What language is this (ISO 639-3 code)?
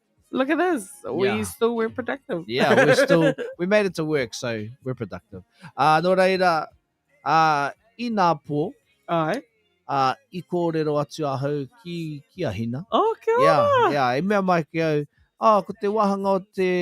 mri